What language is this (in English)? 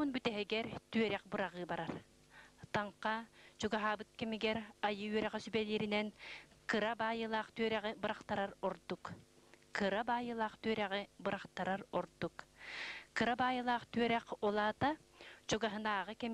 Yakut